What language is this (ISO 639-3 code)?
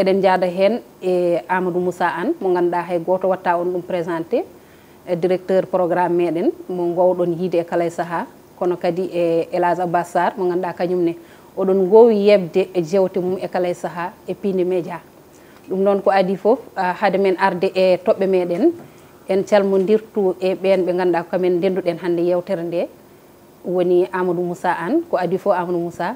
ful